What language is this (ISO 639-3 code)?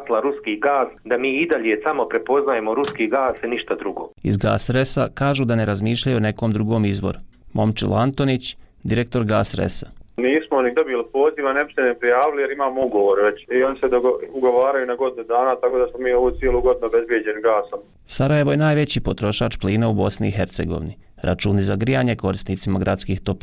srp